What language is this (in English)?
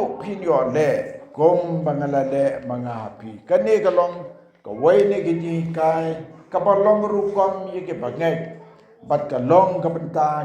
Khasi